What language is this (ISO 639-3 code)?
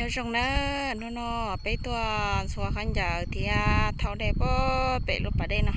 hmn